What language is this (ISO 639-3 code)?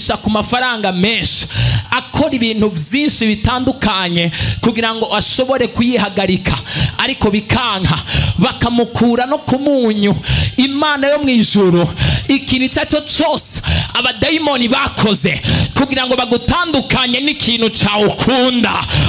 run